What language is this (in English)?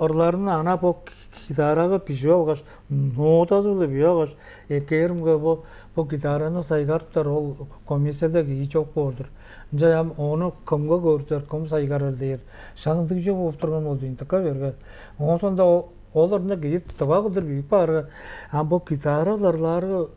Tuvinian